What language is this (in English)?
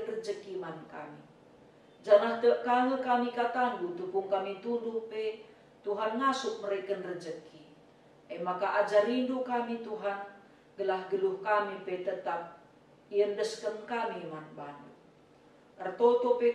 Batak Karo